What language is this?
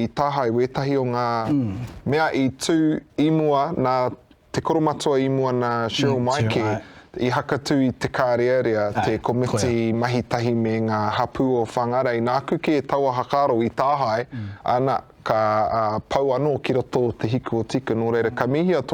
Māori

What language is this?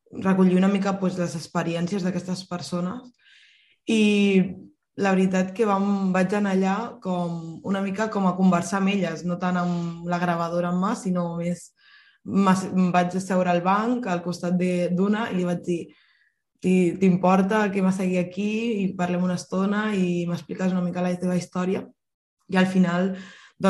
Catalan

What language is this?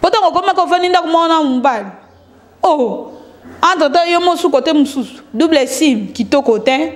Lingala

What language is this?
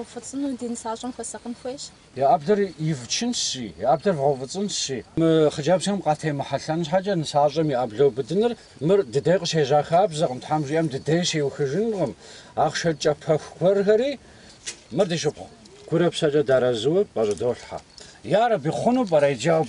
Kabardian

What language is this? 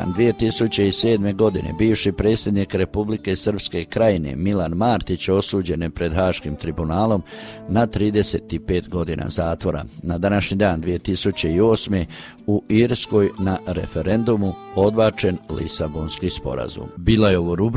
Croatian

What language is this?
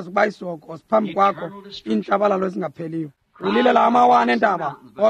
Xhosa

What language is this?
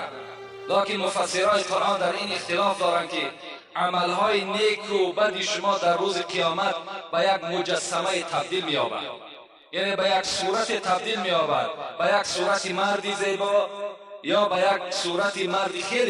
Tajik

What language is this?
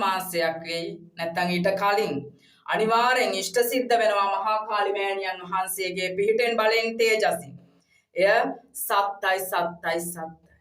Sinhala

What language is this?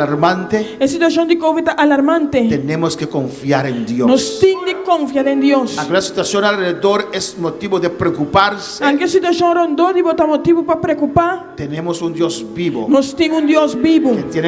Papiamento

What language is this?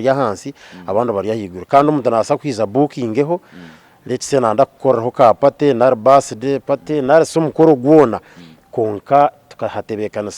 Nyankole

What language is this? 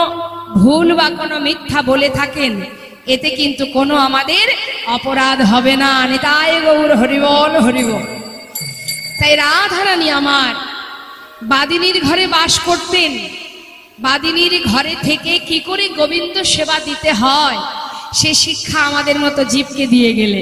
Bangla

